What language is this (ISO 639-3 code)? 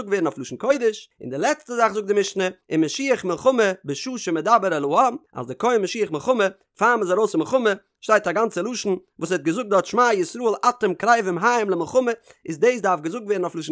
yid